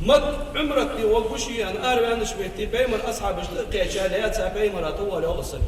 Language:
Ingush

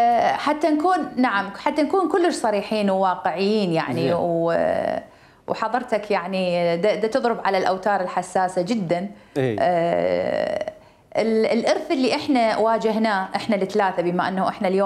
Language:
Mesopotamian Arabic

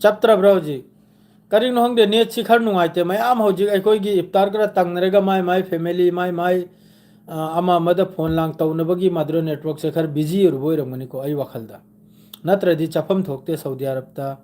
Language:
Manipuri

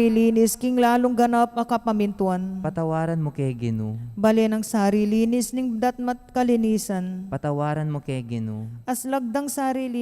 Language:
Pampanga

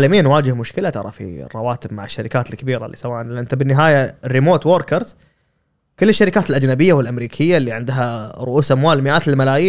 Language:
Gulf Arabic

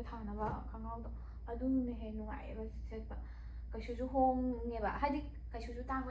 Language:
Manipuri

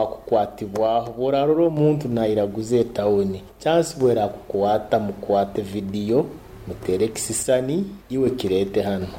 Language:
Nyoro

